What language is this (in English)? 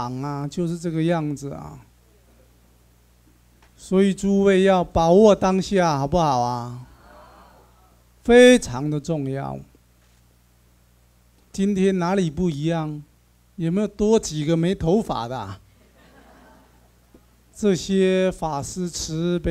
Chinese